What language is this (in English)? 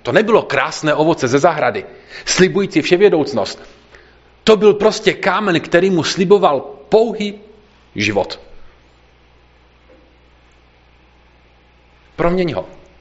Czech